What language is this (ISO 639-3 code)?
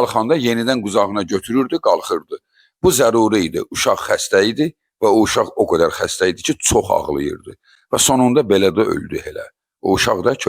aze